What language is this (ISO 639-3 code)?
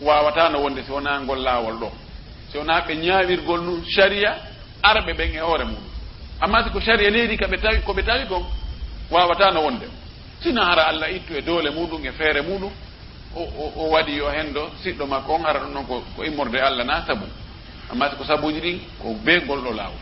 ful